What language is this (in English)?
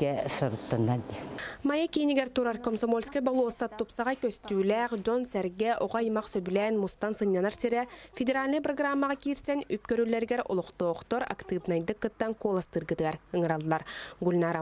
Yakut